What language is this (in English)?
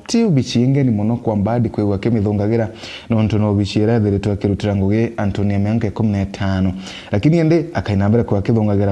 Meru